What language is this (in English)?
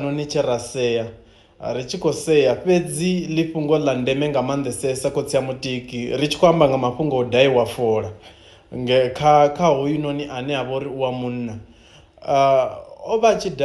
Venda